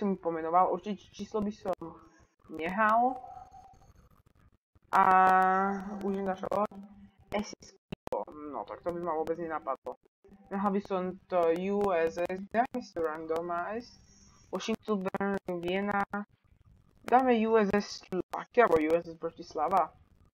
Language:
Slovak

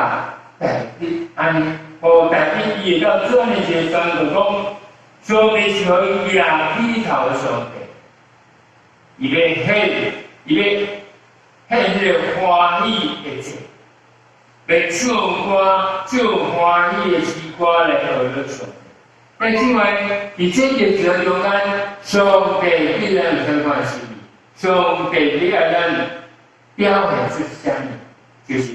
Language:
Min Nan Chinese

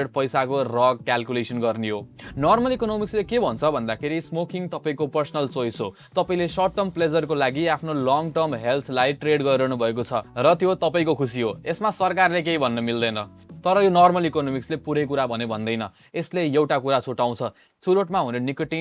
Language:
Nepali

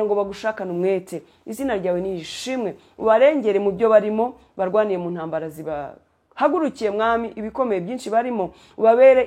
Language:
Kinyarwanda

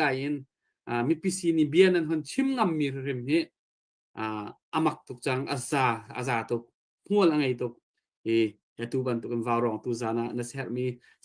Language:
Hakha Chin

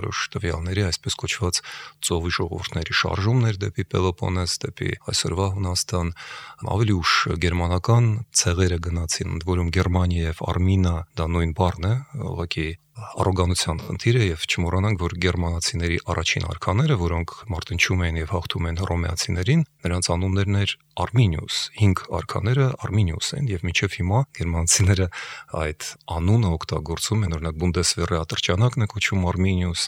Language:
Armenian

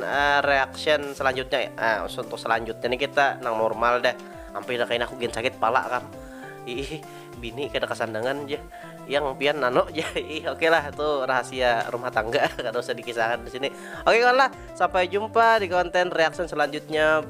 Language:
Banjar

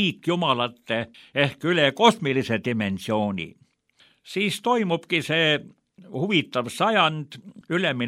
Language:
Estonian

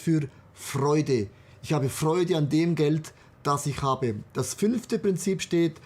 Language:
Swiss German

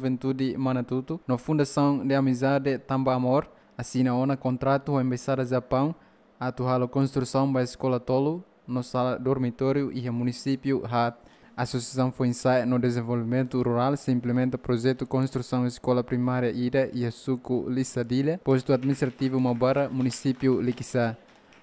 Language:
Tetum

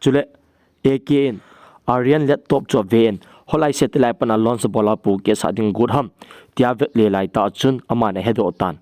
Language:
Thado Chin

